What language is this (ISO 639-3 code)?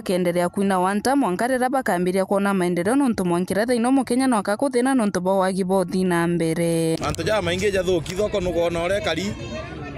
mer